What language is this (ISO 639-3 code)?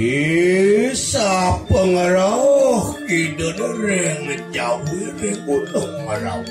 ban